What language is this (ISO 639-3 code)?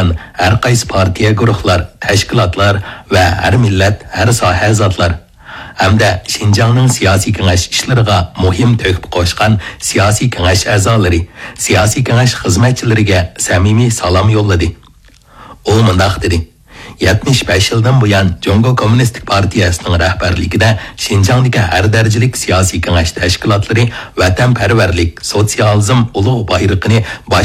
uig